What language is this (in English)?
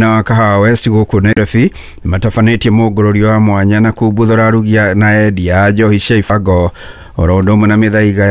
Kikuyu